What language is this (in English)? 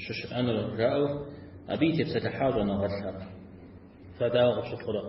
Kabardian